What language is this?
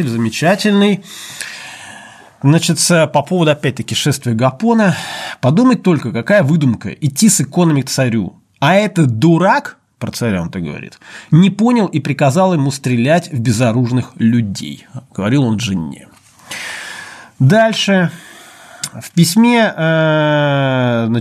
Russian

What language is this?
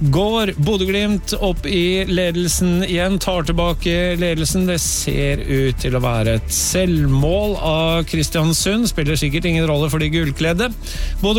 Norwegian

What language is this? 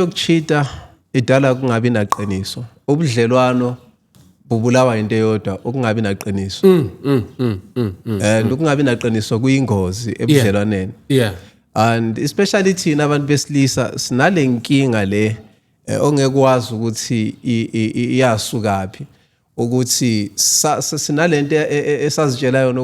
Zulu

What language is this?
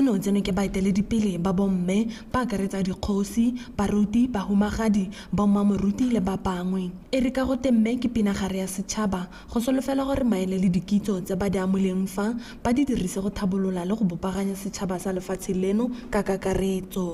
Tswana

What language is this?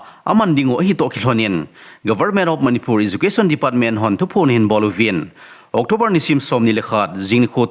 Thado Chin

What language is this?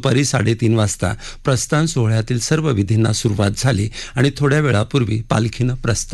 Marathi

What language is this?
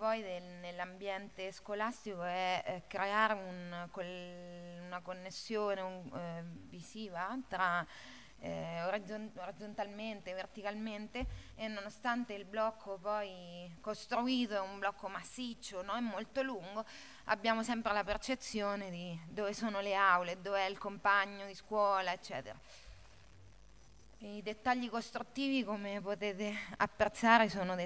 Italian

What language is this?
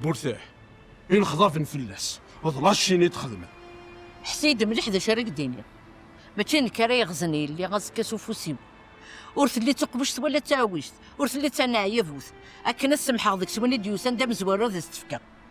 Kabyle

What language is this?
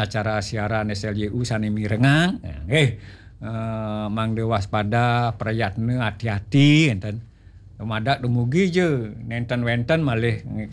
Balinese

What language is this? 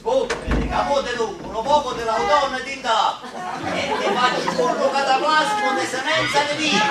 Neapolitan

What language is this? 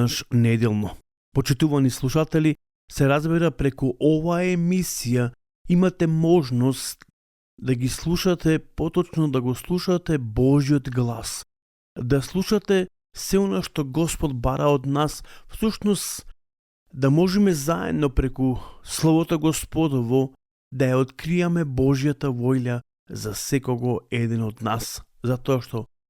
Macedonian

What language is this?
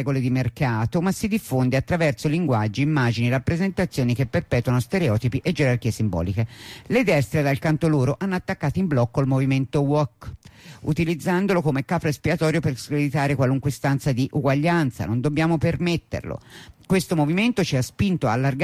Italian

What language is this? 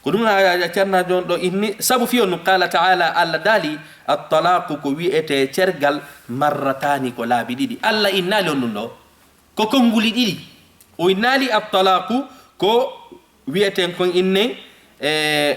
Fula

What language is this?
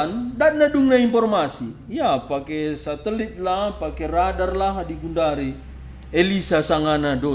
Batak Karo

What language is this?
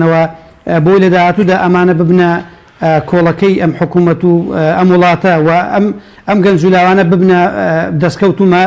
Central Kurdish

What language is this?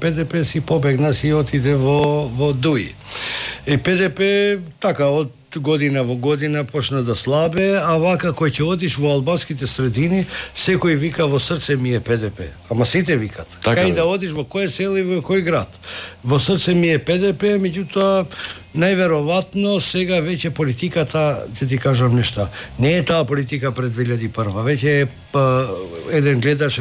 Macedonian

